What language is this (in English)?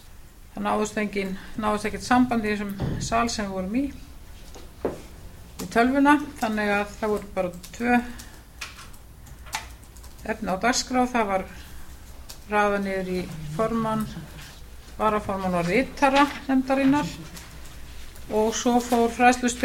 Icelandic